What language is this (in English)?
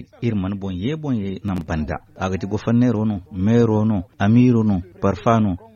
Zarma